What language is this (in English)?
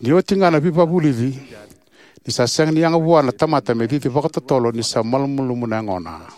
Fijian